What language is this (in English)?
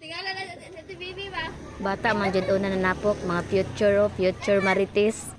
Cebuano